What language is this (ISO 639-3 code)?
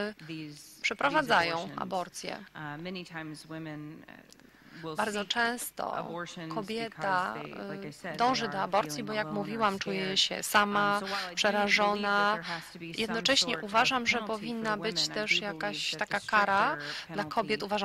pol